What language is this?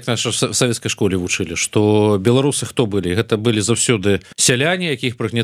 Belarusian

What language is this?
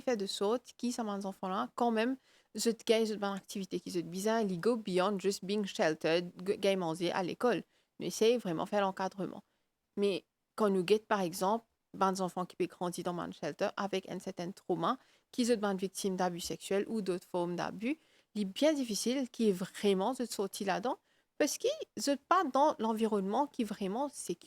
Morisyen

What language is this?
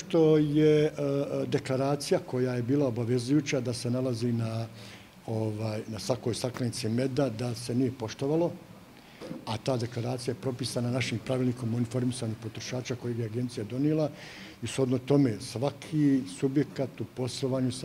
Bosnian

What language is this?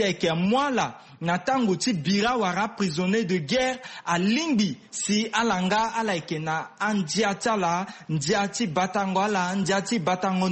Sango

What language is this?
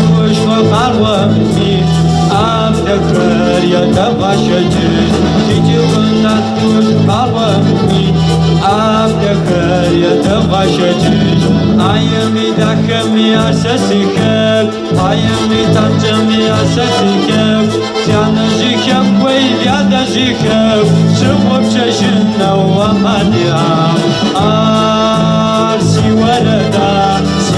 Kabardian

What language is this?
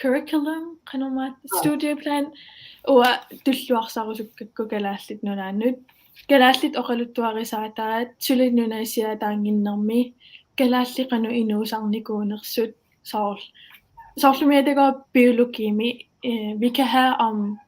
Kalaallisut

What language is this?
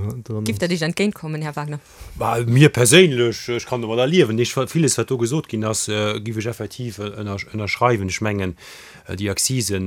Luxembourgish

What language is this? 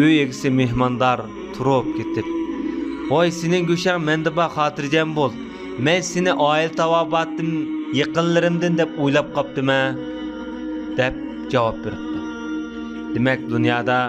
Uyghur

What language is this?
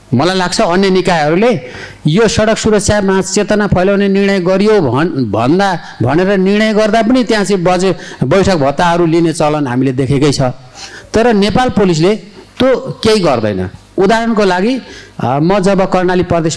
Nepali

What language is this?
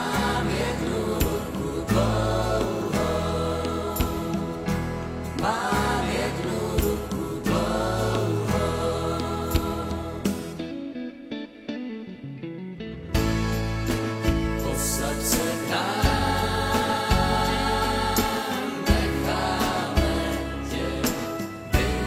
Czech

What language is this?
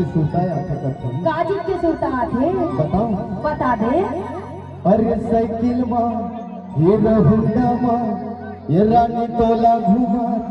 Chhattisgarhi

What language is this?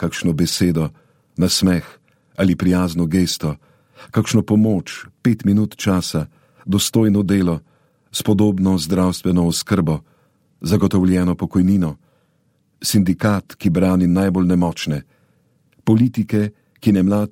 Slovenian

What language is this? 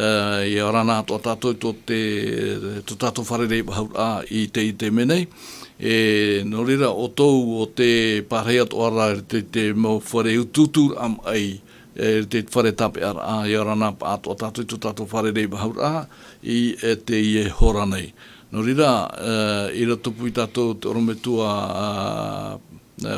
Tahitian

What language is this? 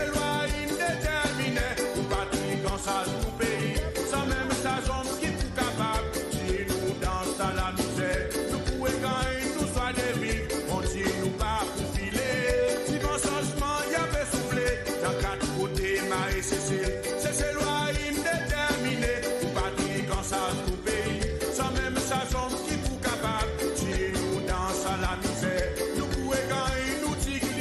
Seselwa Creole French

